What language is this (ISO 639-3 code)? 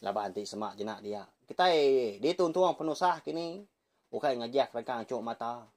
iba